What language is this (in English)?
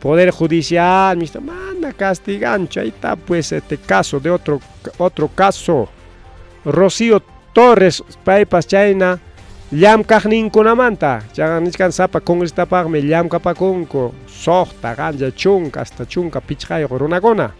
Ayacucho Quechua